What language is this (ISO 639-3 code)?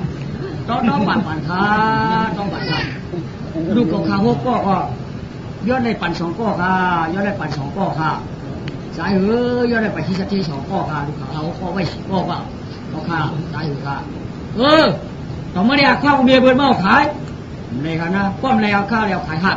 shn